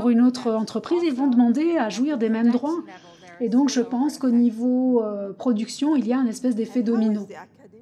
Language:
French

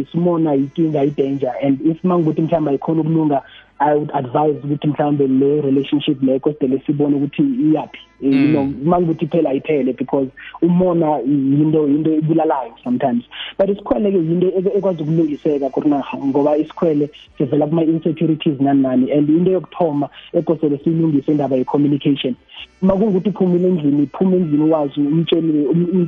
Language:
South Ndebele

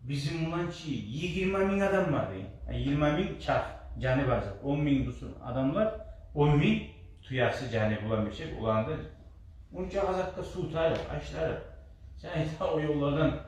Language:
Kumyk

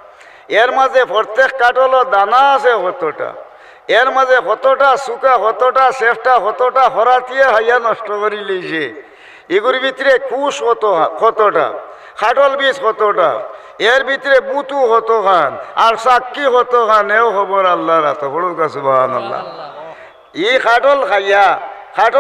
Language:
Sylheti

